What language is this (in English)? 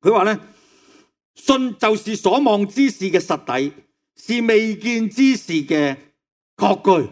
Cantonese